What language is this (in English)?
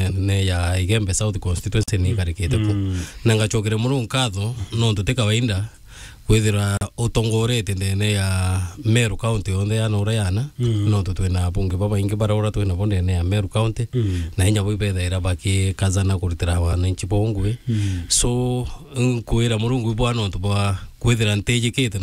Meru